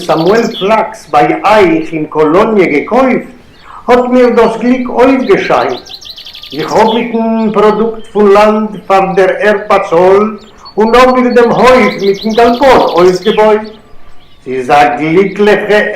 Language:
Yiddish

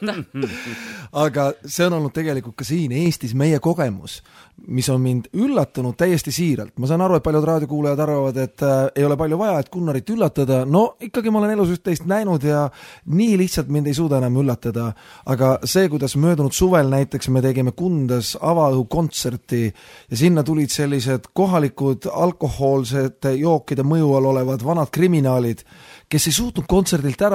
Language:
Estonian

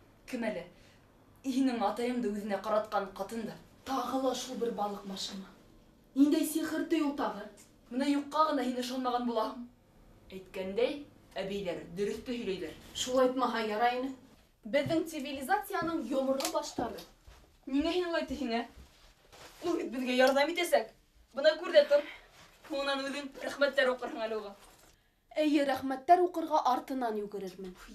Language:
Bashkir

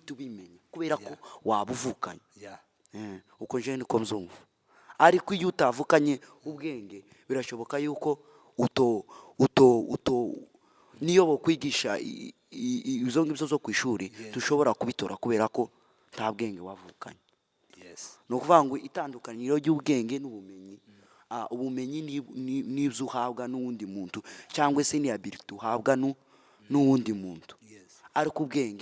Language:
Kinyarwanda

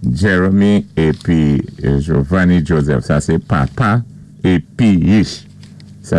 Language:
Saint Lucian Creole French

